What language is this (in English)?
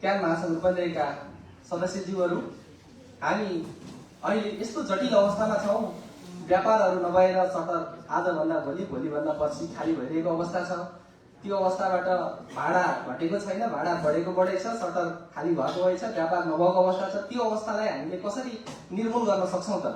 Nepali